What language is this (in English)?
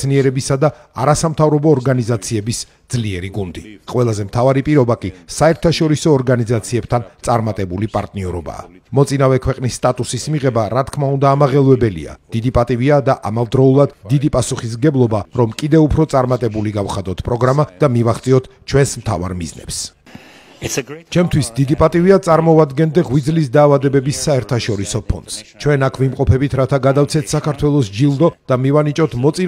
Georgian